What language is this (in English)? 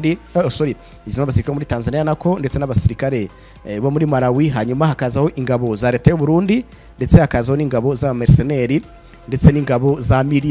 Kinyarwanda